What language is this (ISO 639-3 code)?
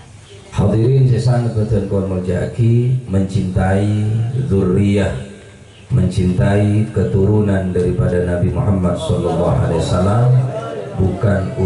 mad